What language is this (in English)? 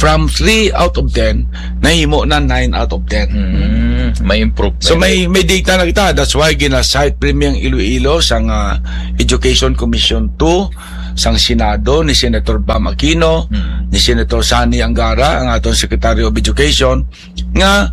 Hiligaynon